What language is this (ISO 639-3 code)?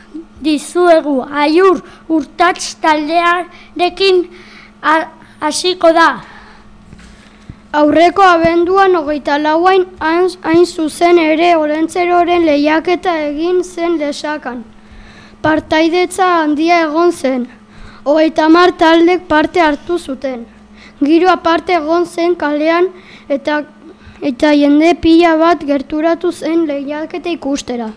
eus